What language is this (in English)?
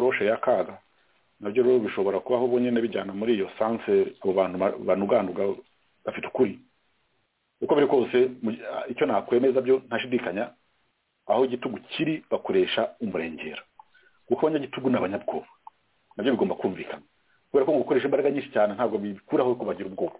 Kinyarwanda